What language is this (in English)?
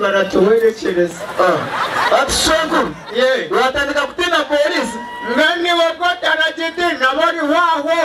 Nyankole